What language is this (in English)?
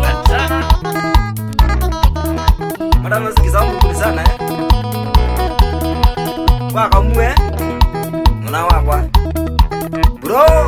Swahili